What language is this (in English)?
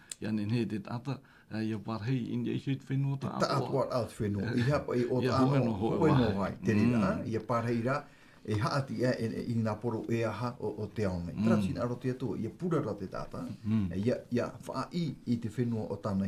Tahitian